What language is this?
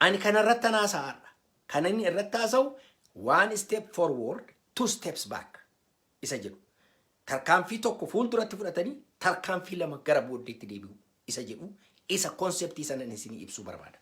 Oromo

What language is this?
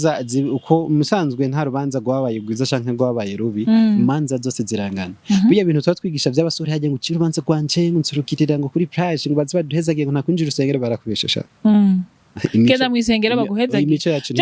Rundi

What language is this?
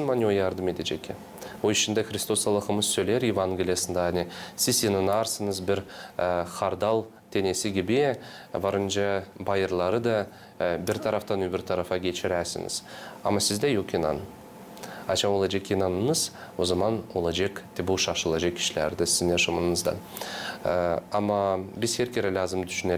Gagauz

